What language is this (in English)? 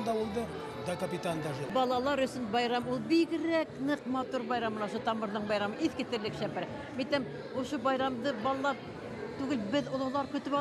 Bashkir